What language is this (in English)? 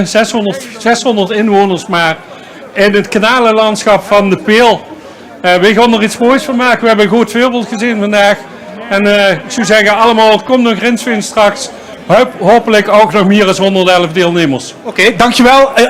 Limburgish